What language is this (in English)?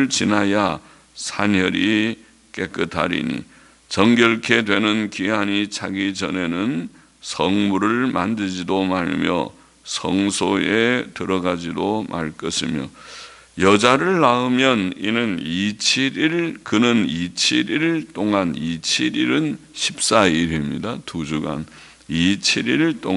Korean